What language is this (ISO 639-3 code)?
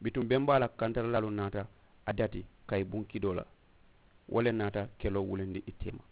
man